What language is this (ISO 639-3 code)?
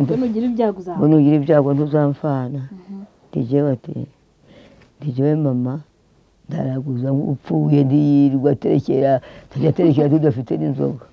kin